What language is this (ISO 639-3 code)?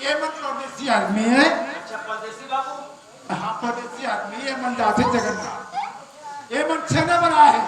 hne